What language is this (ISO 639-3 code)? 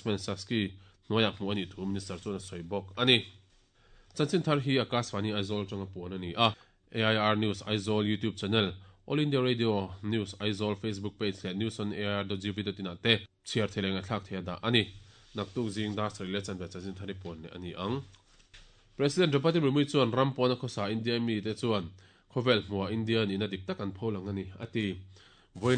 lus